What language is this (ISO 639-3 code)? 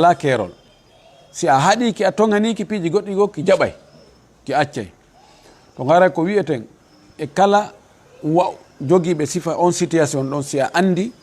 ful